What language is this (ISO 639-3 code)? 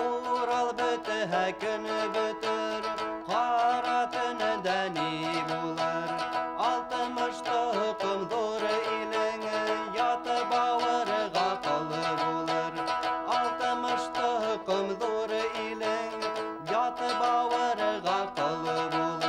bak